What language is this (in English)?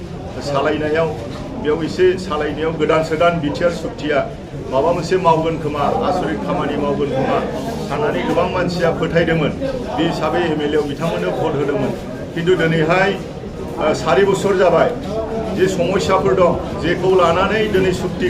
Bodo